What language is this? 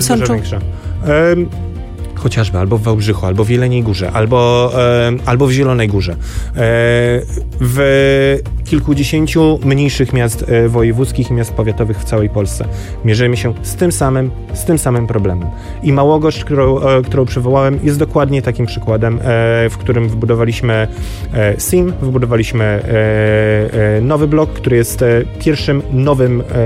Polish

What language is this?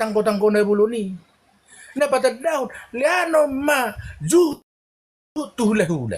Batak Toba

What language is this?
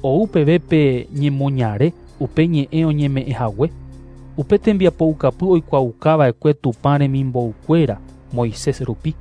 Guarani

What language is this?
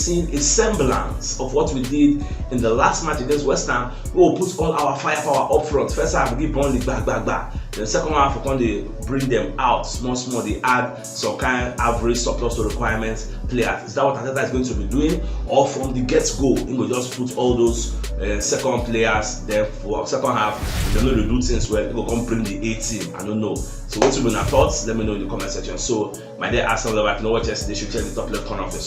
Nigerian Pidgin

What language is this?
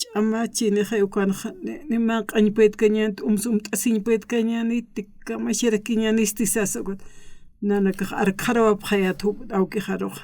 Aymara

